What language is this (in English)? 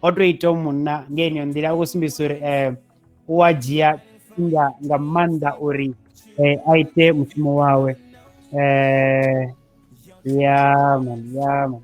Venda